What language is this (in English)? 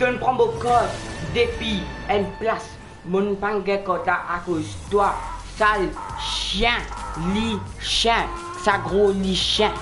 Morisyen